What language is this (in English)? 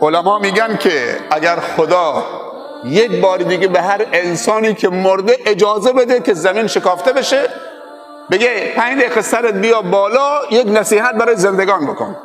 Tajik